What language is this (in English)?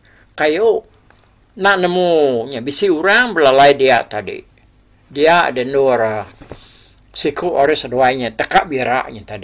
Iban